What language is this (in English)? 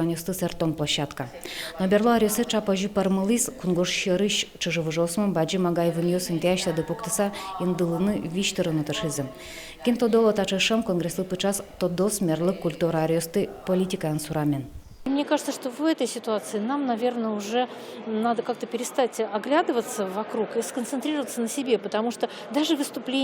Udmurt